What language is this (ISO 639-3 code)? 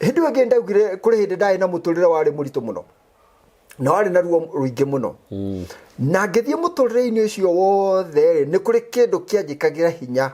kik